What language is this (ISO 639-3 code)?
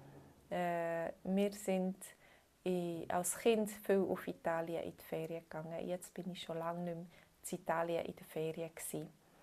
gsw